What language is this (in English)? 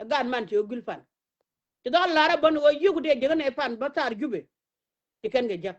Nuer